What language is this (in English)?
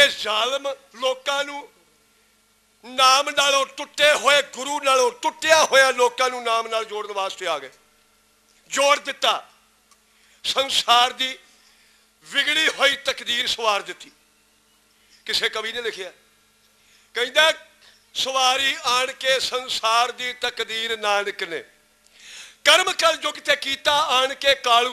Punjabi